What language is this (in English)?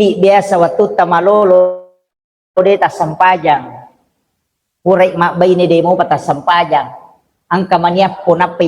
Buginese